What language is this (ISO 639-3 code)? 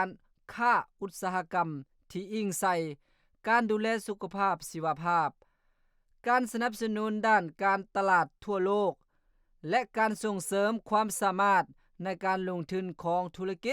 lao